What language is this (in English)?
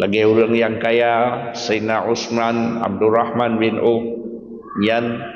Achinese